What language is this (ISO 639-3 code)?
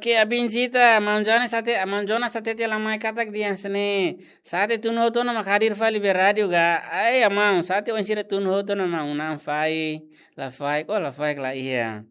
tet